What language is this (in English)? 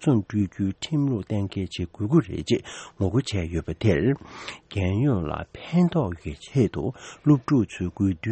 Tibetan